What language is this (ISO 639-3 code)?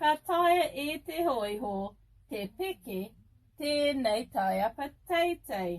mri